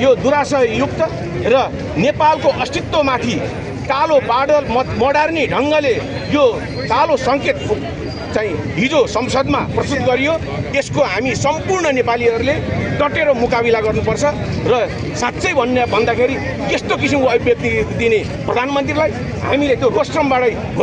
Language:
Nepali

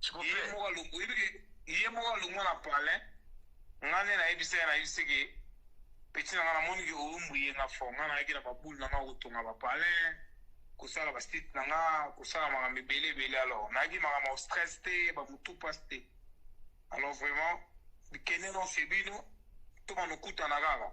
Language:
Lingala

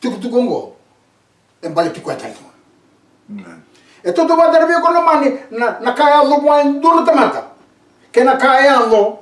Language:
Fijian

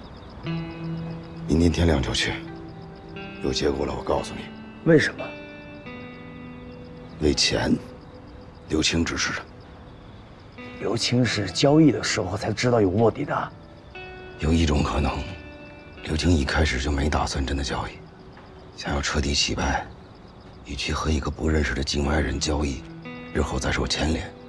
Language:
Chinese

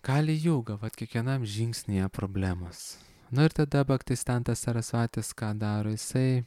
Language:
Lithuanian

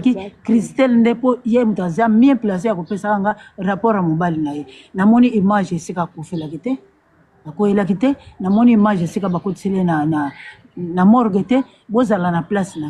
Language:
Lingala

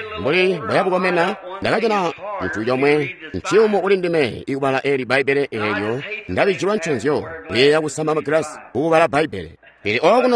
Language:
Tonga (Zambia)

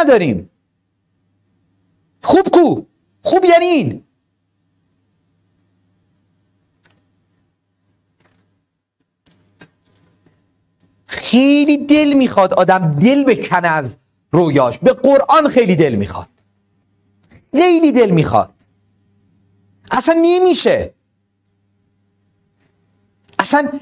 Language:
Persian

